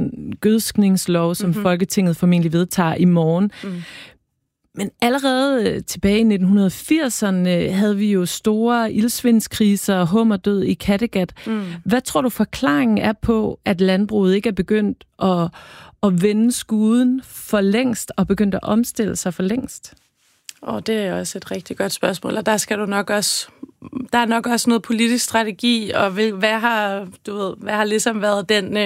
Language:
Danish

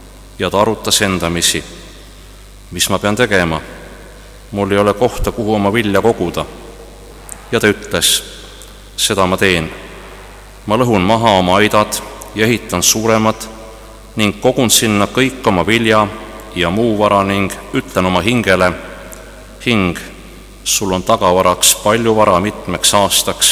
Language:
Estonian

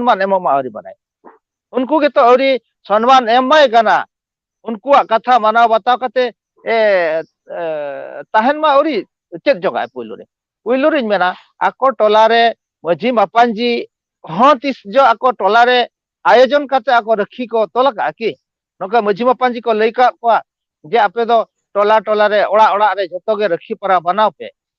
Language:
Santali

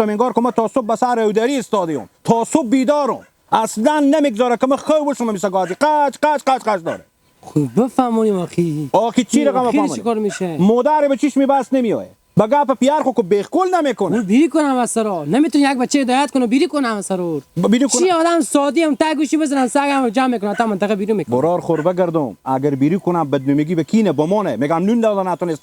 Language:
Hazaragi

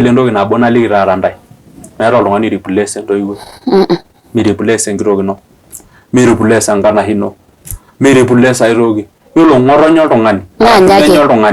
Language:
Masai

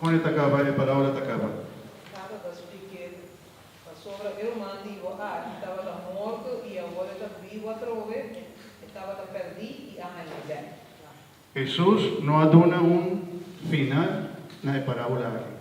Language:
Papiamento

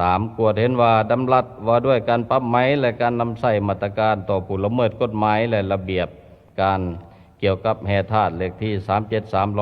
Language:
Lao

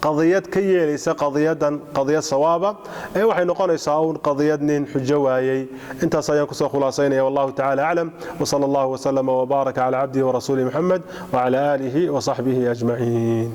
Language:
Somali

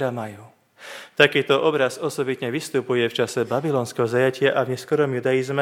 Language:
Slovak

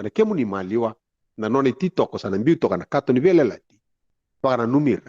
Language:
Fijian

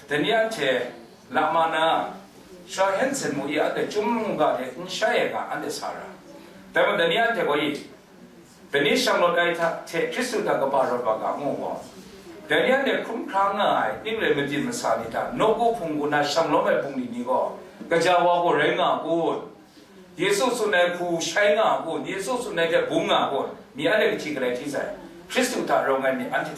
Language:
Kachin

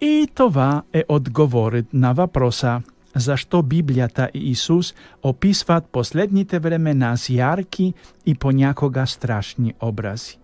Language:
Macedonian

